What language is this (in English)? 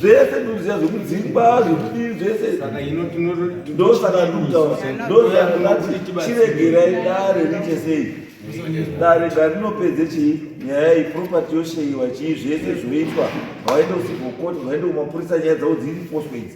Shona